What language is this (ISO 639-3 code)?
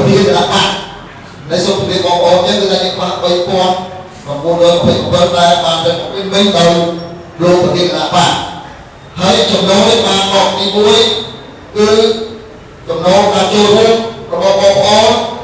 khm